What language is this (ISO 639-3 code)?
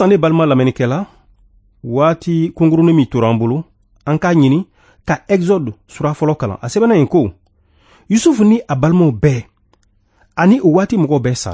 bam